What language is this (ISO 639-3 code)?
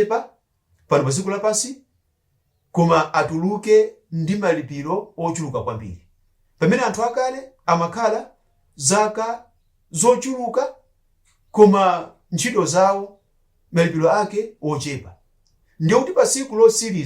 nya